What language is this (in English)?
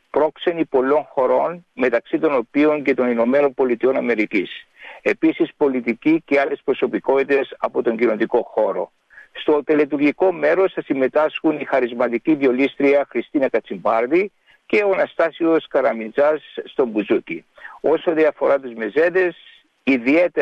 Greek